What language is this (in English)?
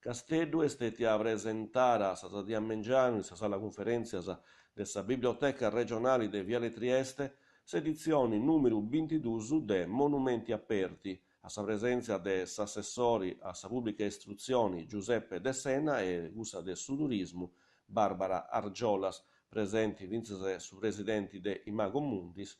Sardinian